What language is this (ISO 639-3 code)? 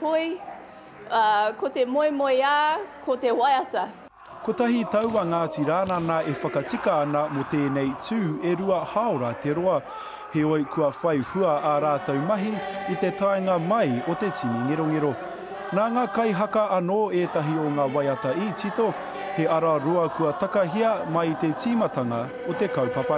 mri